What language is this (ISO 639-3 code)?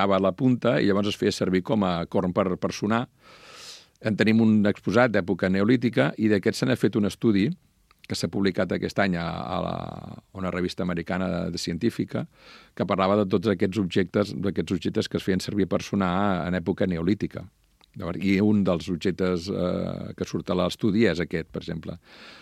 cat